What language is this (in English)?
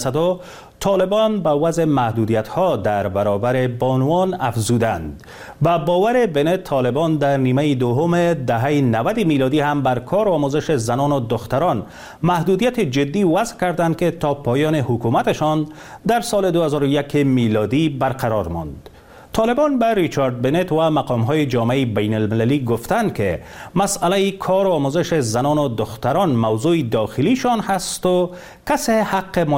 Persian